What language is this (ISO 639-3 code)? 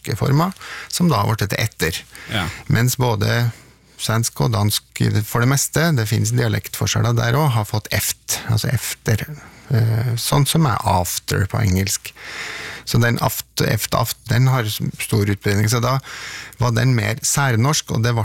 nor